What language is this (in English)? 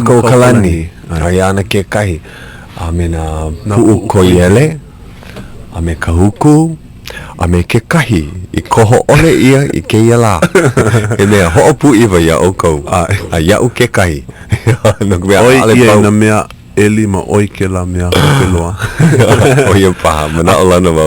Hawaiian